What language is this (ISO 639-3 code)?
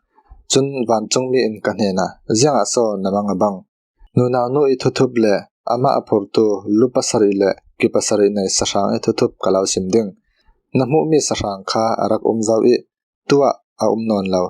cfm